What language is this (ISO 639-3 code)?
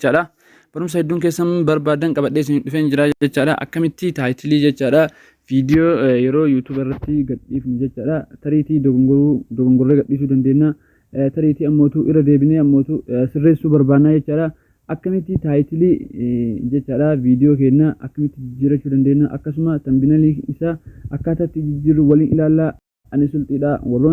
orm